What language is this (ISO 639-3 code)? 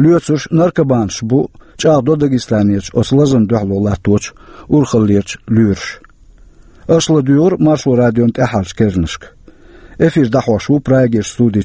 che